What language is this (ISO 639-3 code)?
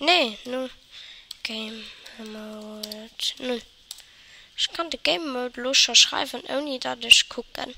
ltz